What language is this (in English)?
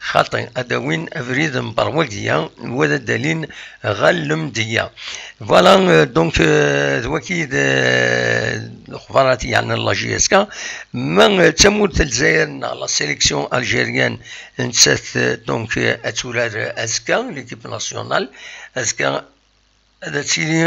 Kabyle